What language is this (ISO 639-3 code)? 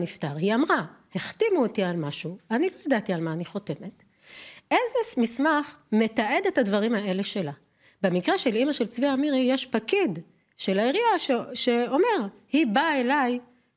heb